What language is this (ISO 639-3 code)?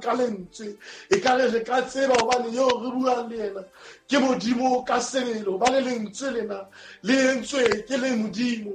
sot